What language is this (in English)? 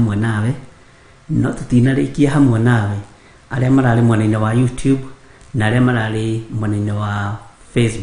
Kikuyu